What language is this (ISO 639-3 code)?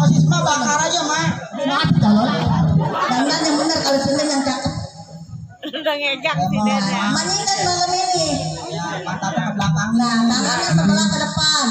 bew